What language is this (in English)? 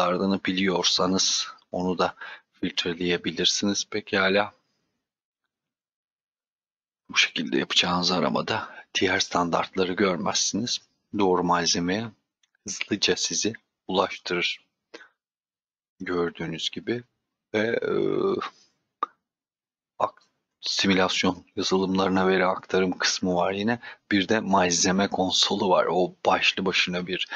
Turkish